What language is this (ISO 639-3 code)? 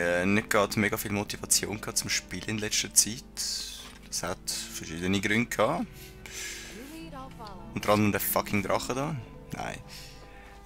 gsw